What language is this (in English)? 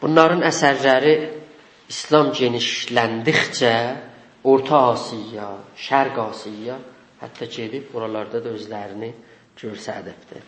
South Azerbaijani